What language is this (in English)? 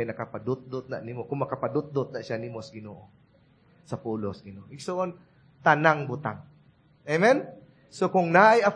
Cebuano